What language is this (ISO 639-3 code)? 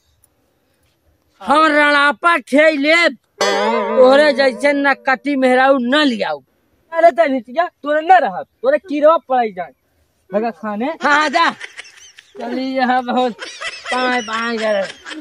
bho